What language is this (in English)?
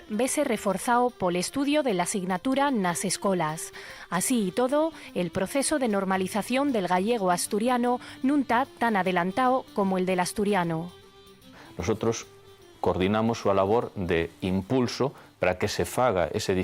Asturian